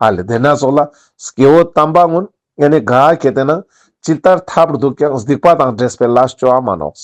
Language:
Ladakhi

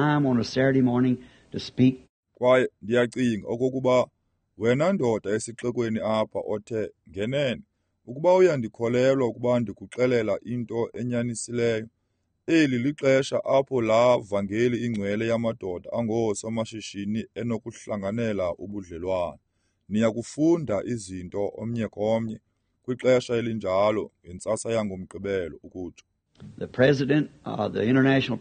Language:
Xhosa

